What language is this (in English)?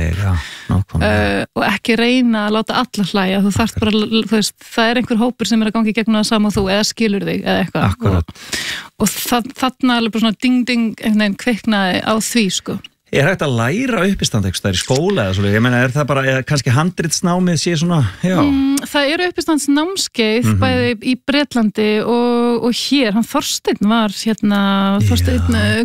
Icelandic